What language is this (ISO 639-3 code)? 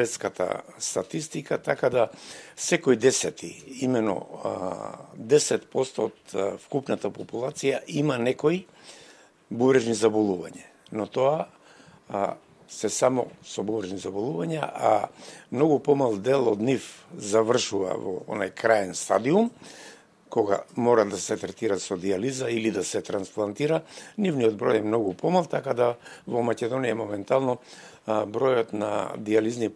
mkd